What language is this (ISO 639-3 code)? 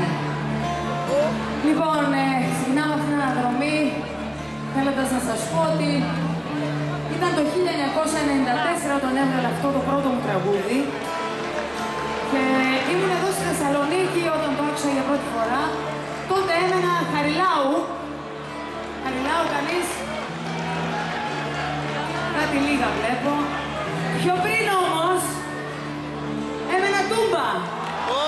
ell